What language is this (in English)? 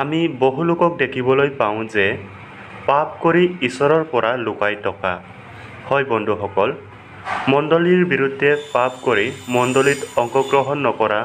Assamese